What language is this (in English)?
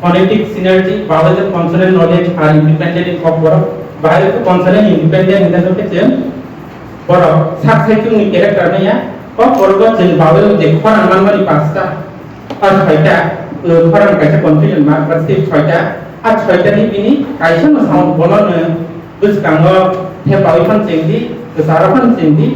Kok Borok